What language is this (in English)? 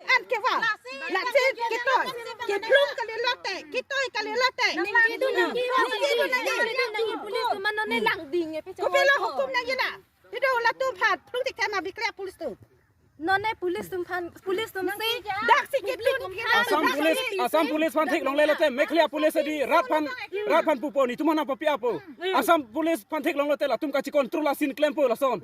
Karbi